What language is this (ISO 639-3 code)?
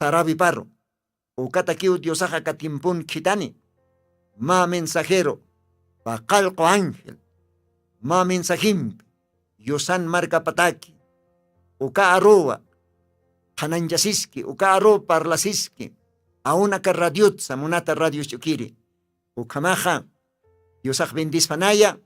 aym